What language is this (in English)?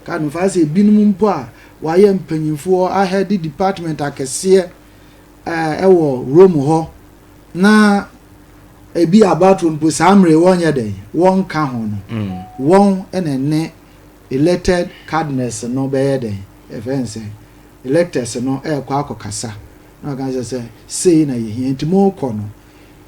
Akan